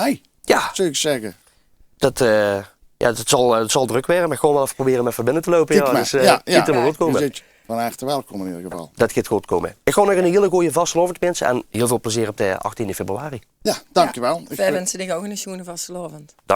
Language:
Limburgish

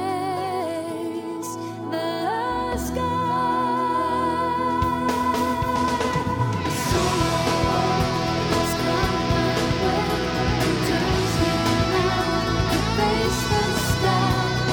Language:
Estonian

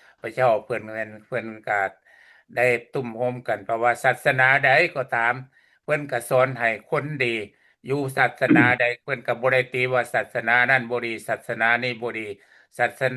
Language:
Lao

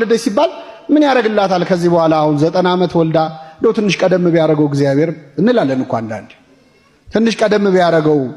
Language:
Amharic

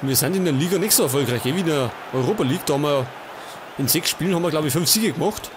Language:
Bavarian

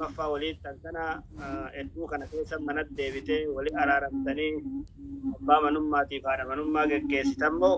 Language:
Oromo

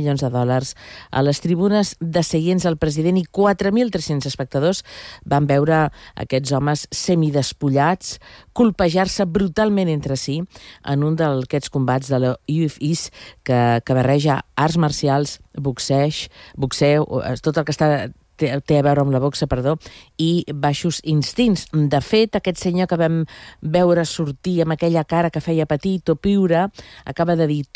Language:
Catalan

